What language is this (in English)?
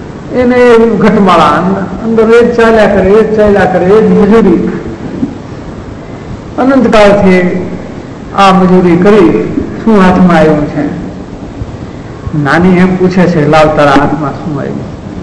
Gujarati